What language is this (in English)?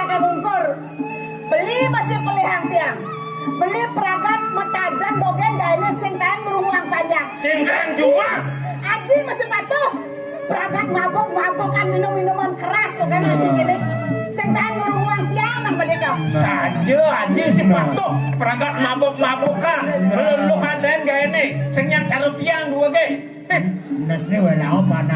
Balinese